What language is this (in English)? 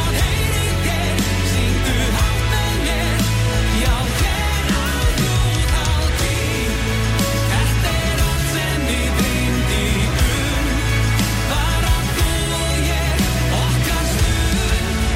Icelandic